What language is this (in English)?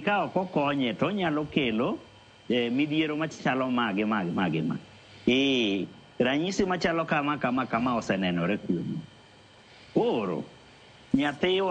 Luo (Kenya and Tanzania)